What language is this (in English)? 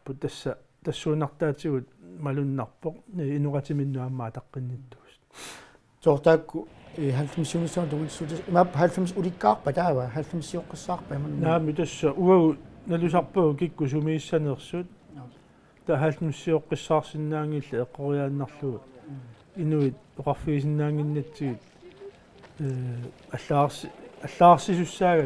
Kalaallisut